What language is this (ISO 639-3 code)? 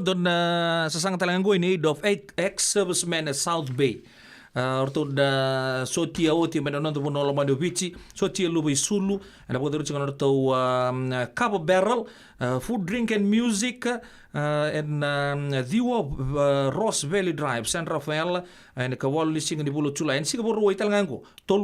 fij